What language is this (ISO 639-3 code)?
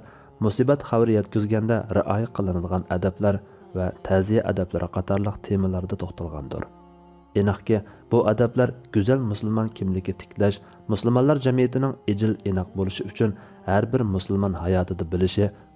uig